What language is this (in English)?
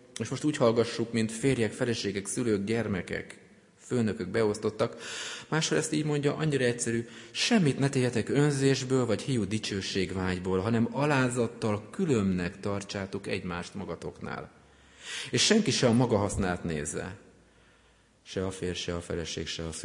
Hungarian